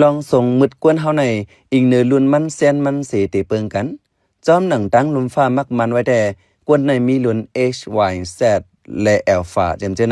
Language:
Shan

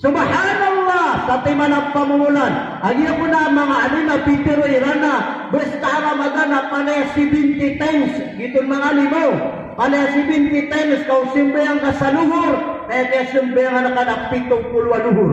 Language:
Maranao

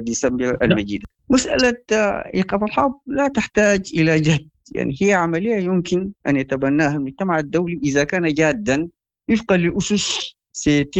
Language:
Sudanese Arabic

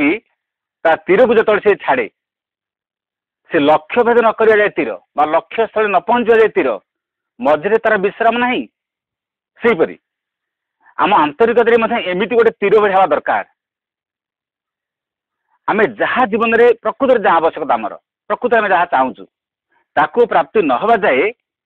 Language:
Odia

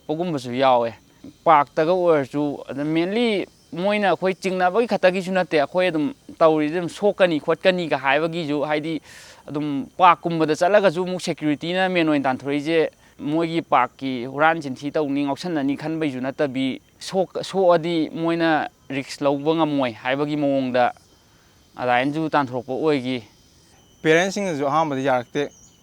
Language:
Manipuri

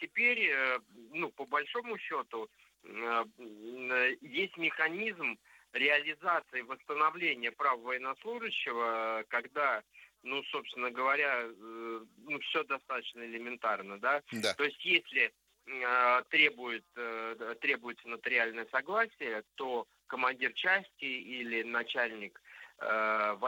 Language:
Russian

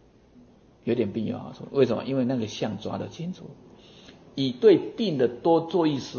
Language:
Chinese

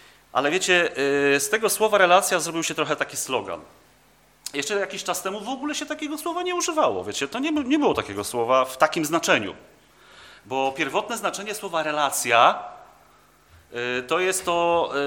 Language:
Polish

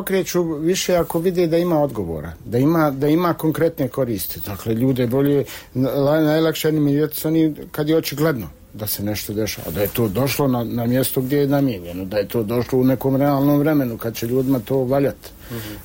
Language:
Bosnian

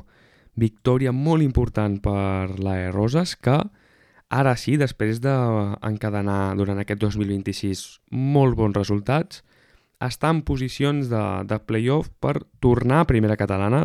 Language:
Catalan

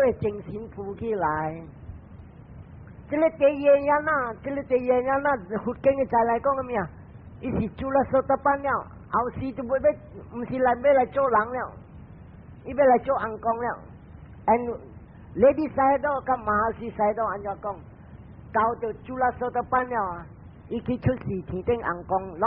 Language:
Min Nan Chinese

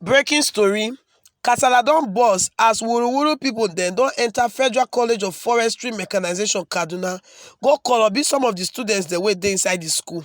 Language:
Nigerian Pidgin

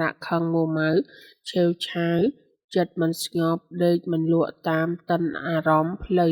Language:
Khmer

